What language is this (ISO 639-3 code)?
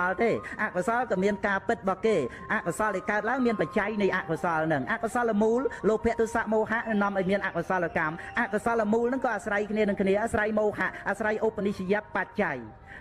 khm